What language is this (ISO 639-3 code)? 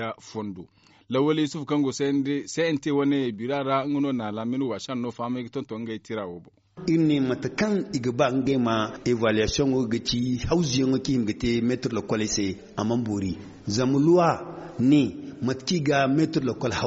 dje